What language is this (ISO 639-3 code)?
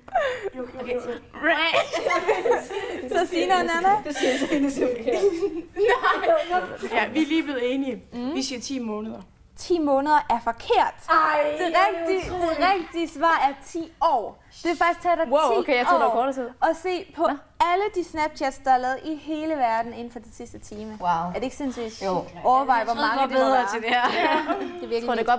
dan